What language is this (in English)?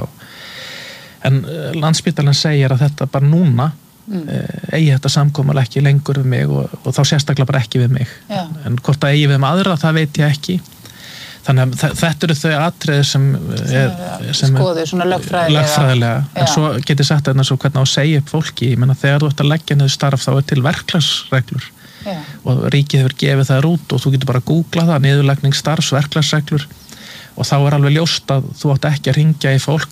Icelandic